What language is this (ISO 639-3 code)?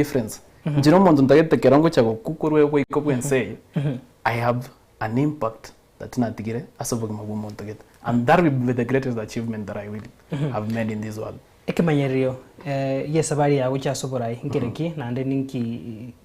guz